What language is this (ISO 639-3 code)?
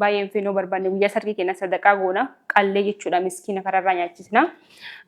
orm